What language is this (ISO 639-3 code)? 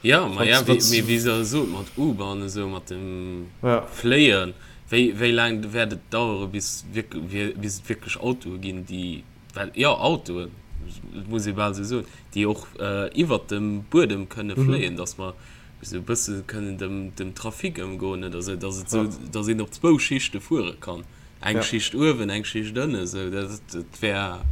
ltz